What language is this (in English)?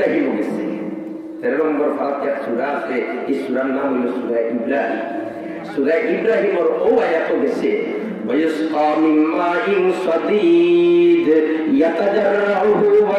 Sylheti